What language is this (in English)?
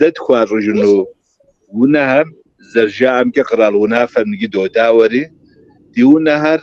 Kabardian